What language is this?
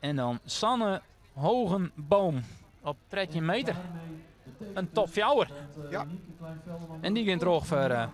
Western Frisian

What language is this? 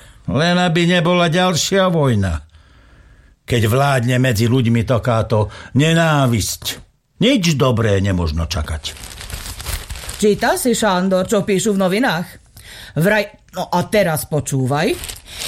Slovak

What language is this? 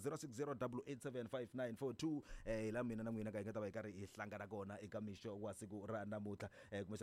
Tsonga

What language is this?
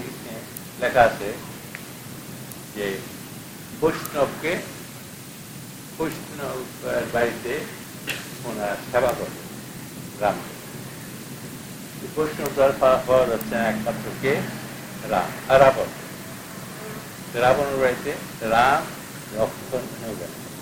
Bangla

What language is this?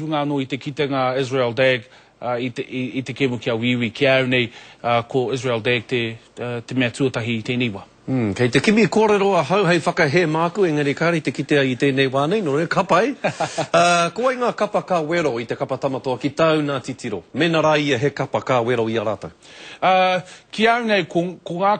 Māori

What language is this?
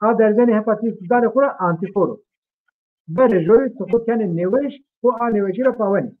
Zaza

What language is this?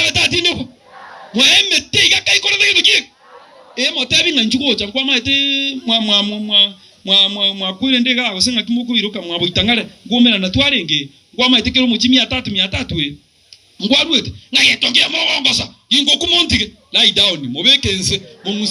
Gusii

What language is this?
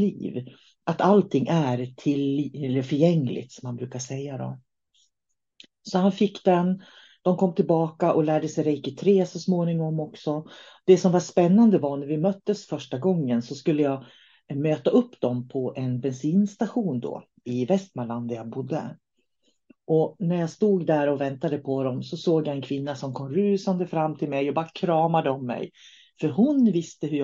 Swedish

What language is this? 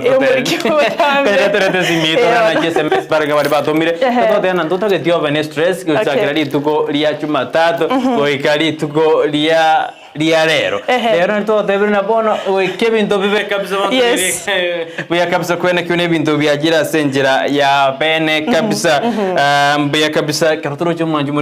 Gusii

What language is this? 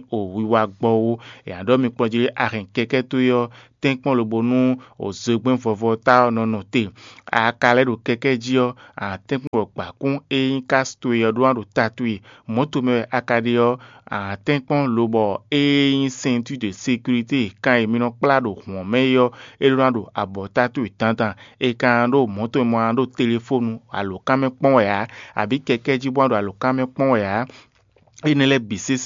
Fon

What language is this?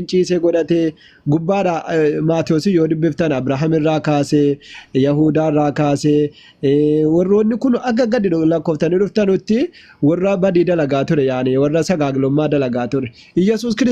Oromo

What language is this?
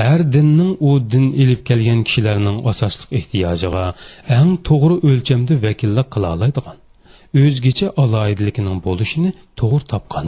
Uyghur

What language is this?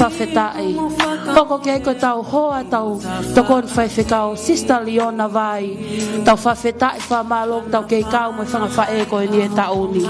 Tongan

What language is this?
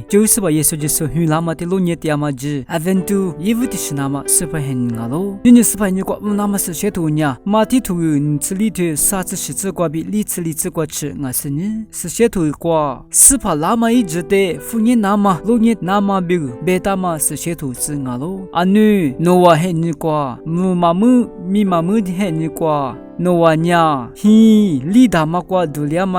Lisu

